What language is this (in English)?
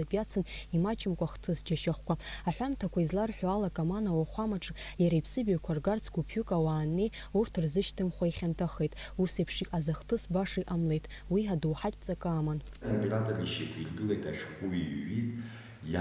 Abkhazian